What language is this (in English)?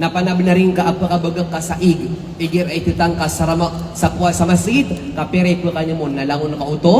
Maranao